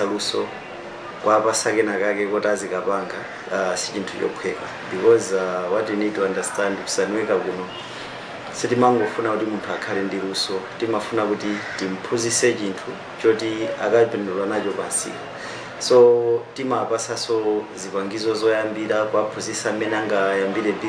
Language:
Nyanja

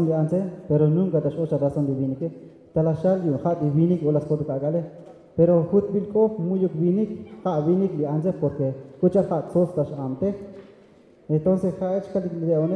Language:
Tzotzil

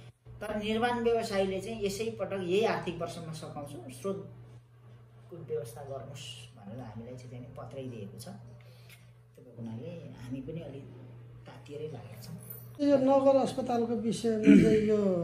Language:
Nepali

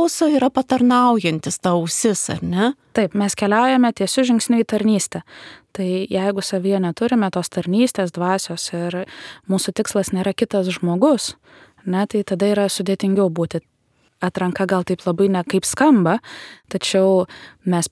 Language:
Lithuanian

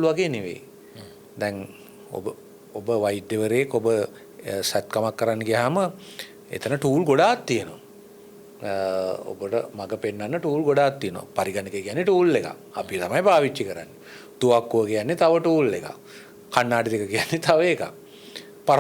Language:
Sinhala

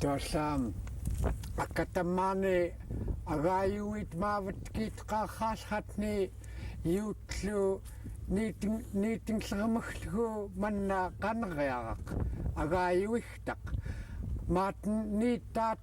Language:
Central Yupik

